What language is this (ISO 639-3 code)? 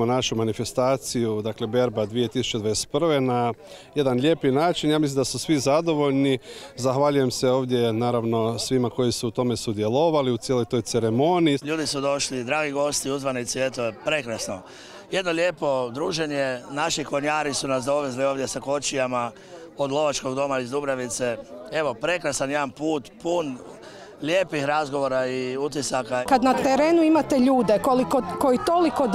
hrv